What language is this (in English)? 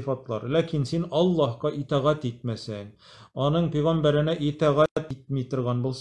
Tatar